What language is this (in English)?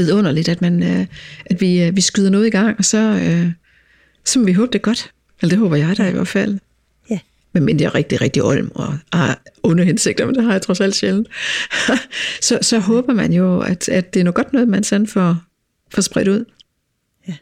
Danish